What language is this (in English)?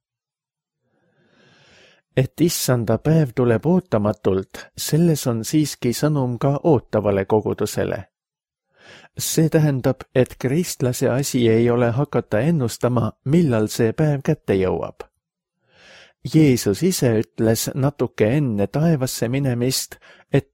Estonian